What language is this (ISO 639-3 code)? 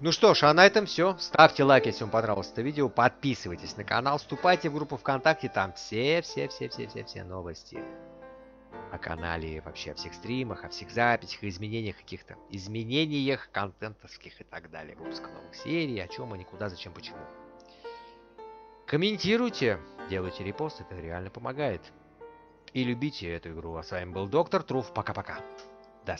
rus